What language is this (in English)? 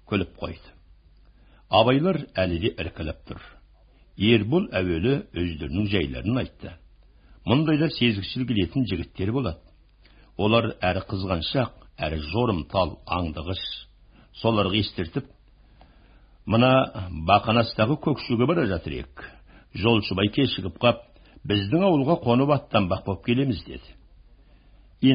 Kazakh